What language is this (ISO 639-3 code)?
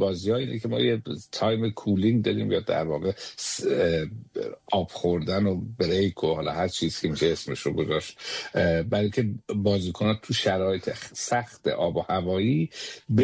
fas